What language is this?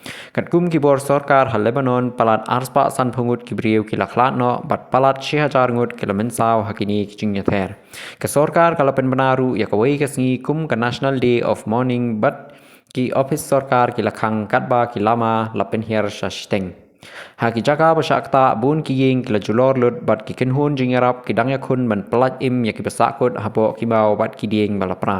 Khasi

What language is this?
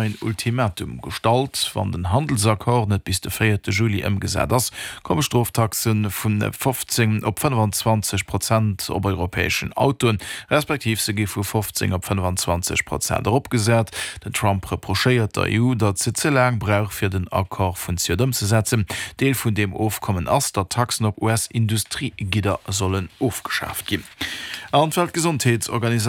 Luxembourgish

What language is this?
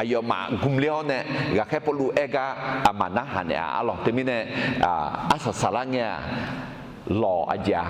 Akha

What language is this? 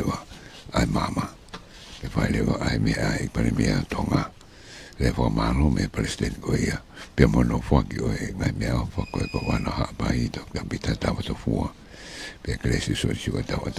Tongan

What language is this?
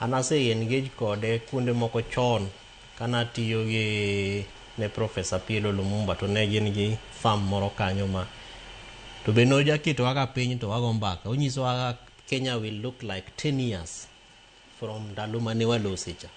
Luo (Kenya and Tanzania)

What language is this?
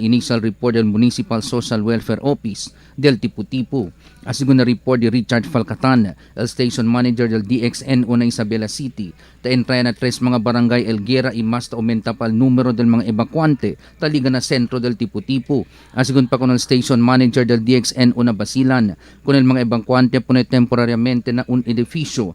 Chavacano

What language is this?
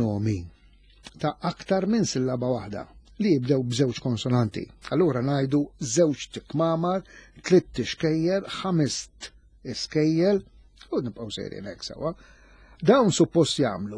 Maltese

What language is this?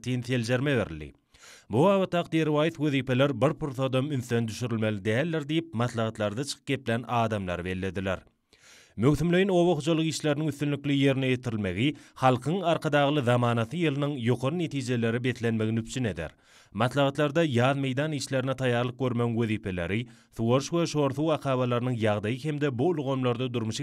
Turkmen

